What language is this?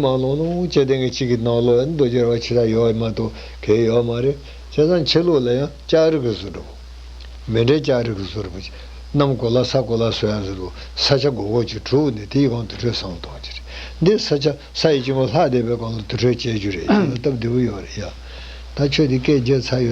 Tibetan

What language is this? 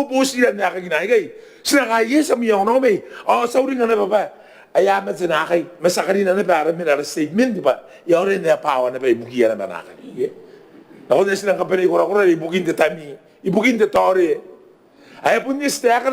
Gilbertese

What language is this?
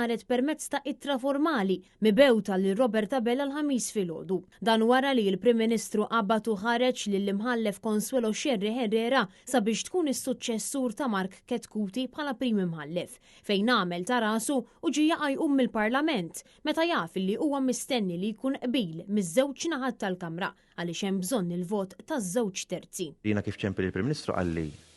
Maltese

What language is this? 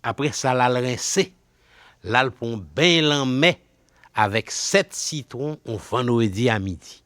Haitian Creole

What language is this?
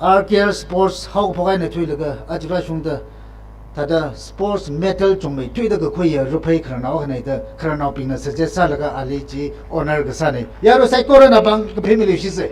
Tangkhul Naga (India)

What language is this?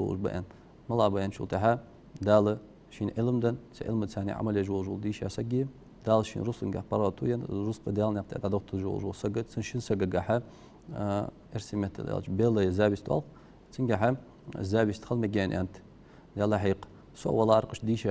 Ingush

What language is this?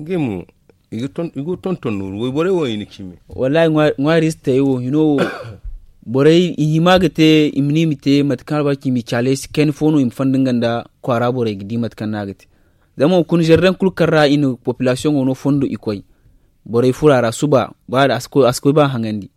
Zarma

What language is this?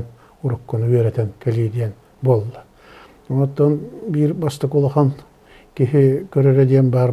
Yakut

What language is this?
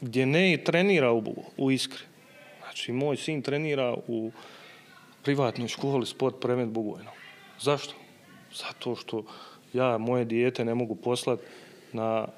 Bosnian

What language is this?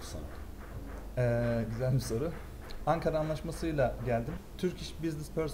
Turkish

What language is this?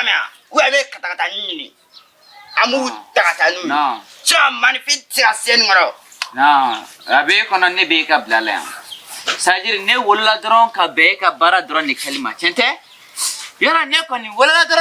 Bambara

